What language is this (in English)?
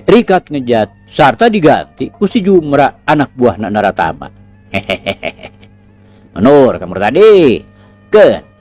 Sundanese